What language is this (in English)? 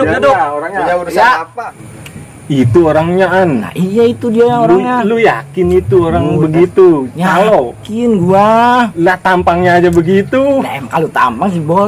Betawi